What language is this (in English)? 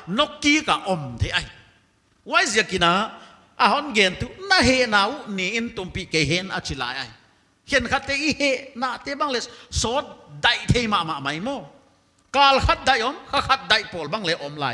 Paite Chin